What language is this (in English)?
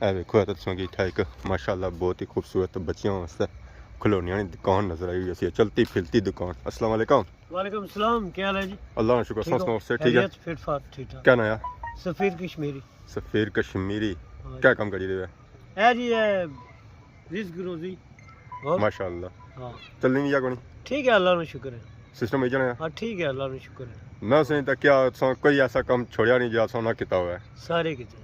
Pahari-Potwari